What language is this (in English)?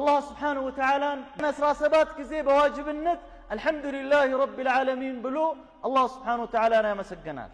Amharic